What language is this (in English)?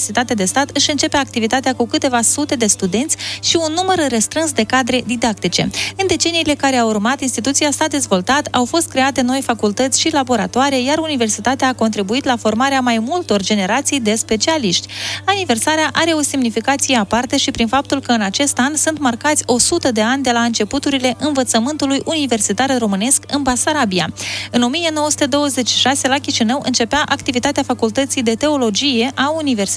Romanian